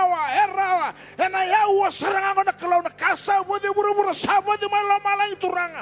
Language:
Fijian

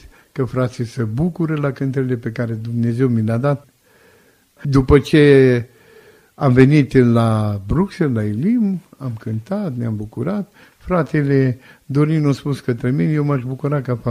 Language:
Romanian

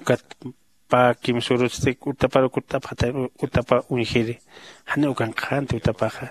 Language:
Aymara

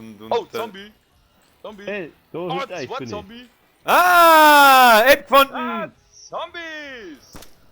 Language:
Bavarian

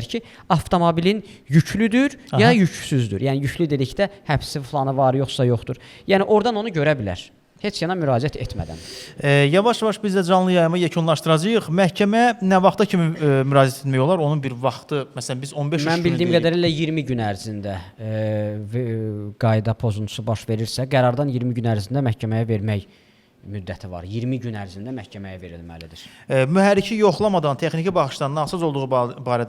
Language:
Azerbaijani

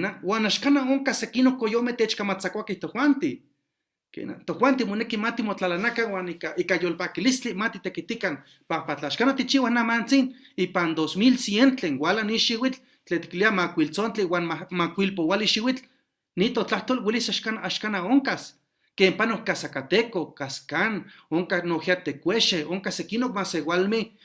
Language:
Eastern Huasteca Nahuatl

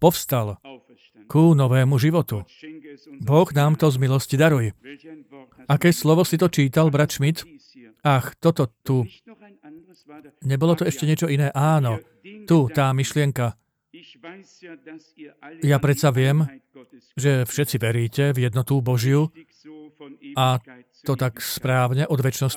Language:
Slovak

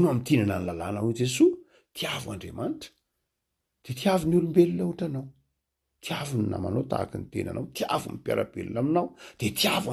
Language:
Malagasy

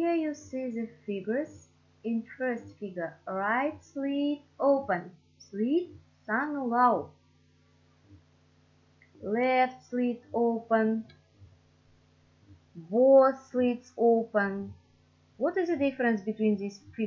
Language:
Kazakh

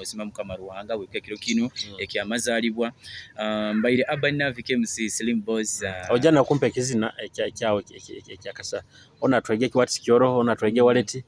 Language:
Nyoro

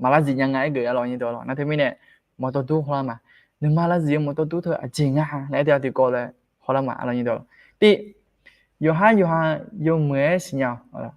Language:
Akha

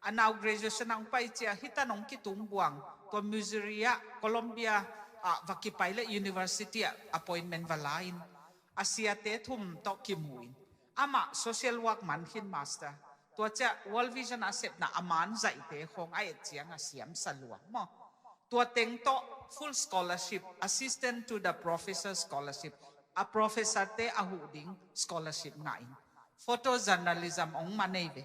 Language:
Tedim Chin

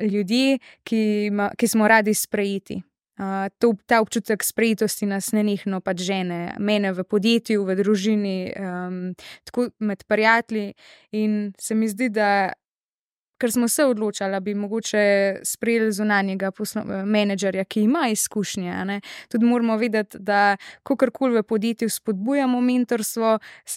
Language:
Slovenian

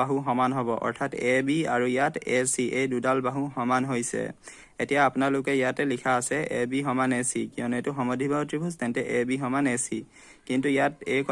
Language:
Assamese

